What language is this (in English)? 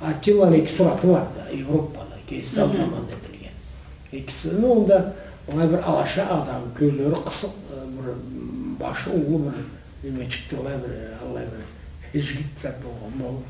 Karachay-Balkar